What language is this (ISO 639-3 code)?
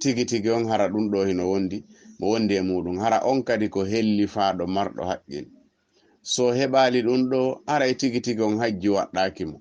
ful